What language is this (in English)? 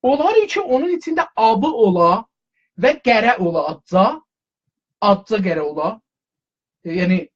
South Azerbaijani